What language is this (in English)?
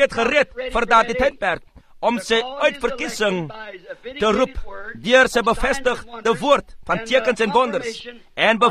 Afrikaans